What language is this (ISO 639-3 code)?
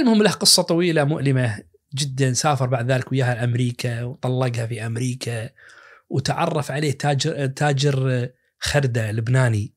ars